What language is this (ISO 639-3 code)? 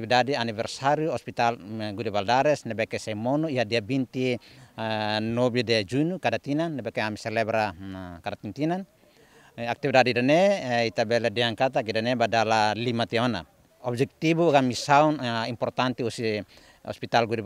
tet